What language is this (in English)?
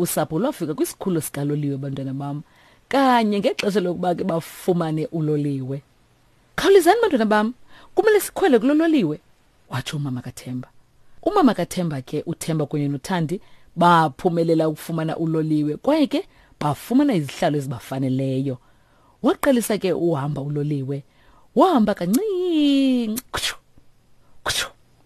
Xhosa